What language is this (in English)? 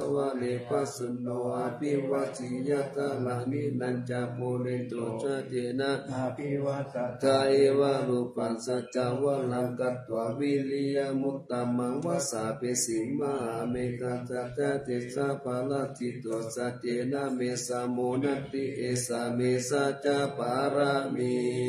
Pali